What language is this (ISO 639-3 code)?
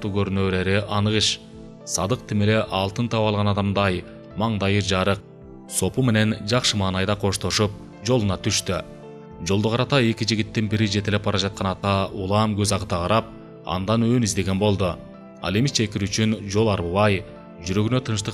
kir